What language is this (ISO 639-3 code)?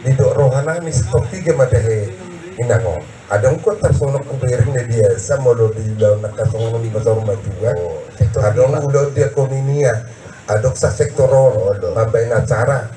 bbc